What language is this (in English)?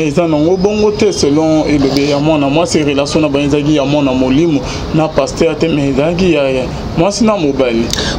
Lingala